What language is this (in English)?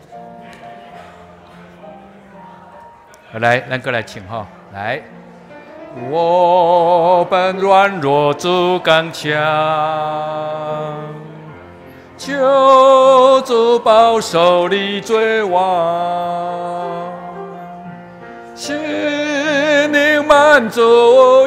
Chinese